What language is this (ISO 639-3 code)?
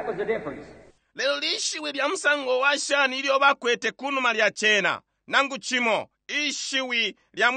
bem